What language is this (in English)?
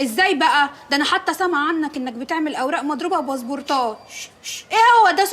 Egyptian Arabic